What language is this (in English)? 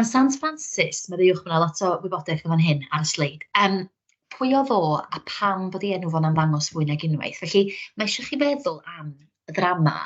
Welsh